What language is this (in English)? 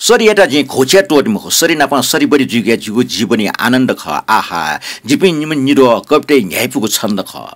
Newari